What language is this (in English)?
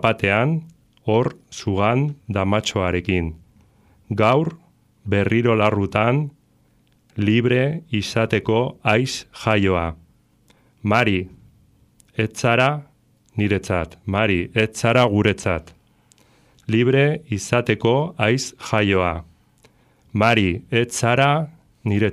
Basque